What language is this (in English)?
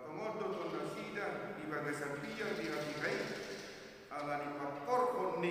Batak Toba